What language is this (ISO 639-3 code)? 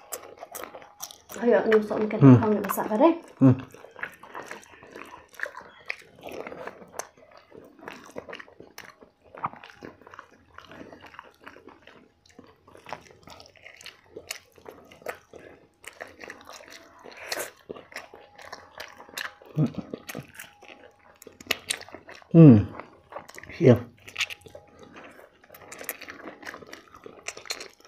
kha